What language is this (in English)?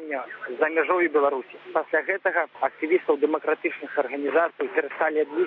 Belarusian